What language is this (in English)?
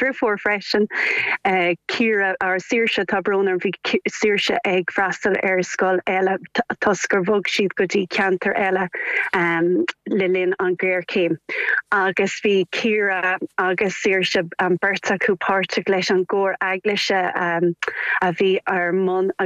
Irish